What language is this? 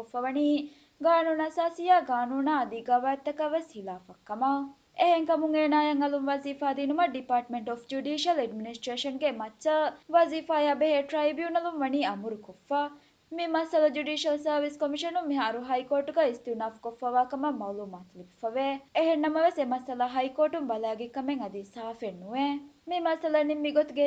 Divehi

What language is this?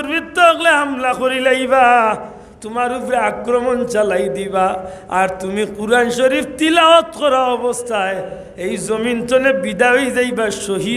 Sylheti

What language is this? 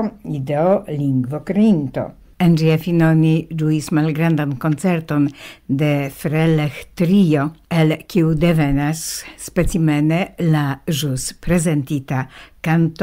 Esperanto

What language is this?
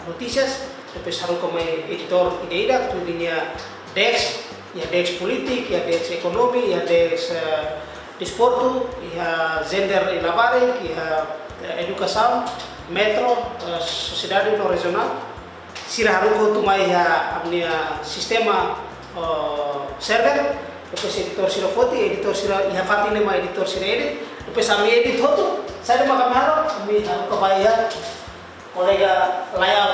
Tetum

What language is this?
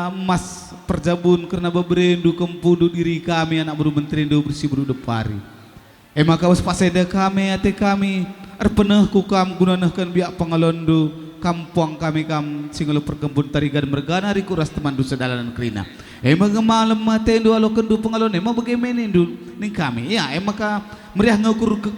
Batak Karo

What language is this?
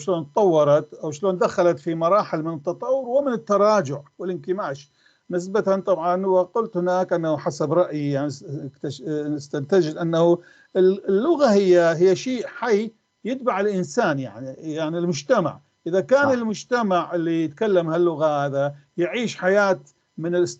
North Levantine Arabic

